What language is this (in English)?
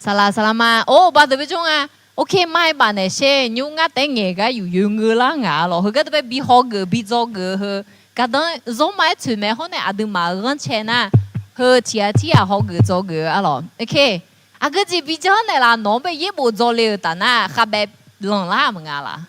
Akha